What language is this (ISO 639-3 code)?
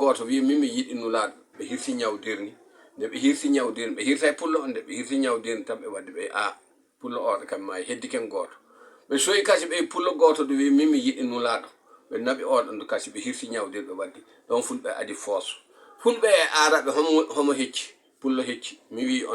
ful